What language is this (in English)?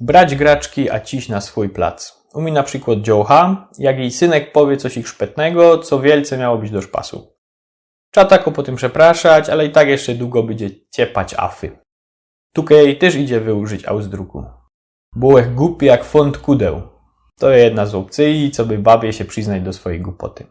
Silesian